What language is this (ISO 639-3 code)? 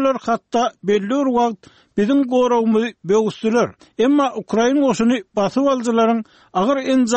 tuk